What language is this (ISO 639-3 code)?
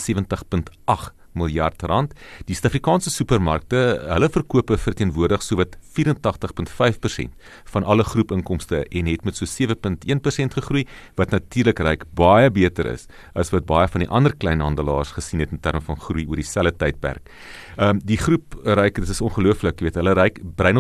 afr